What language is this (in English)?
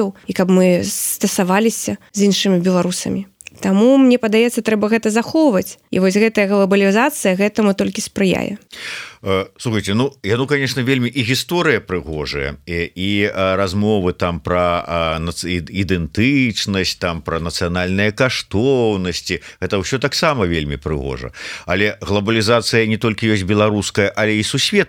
Belarusian